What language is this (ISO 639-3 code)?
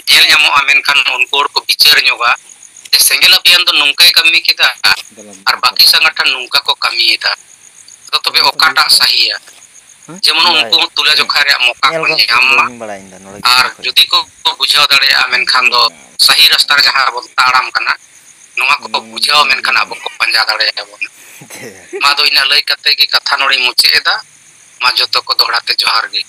sat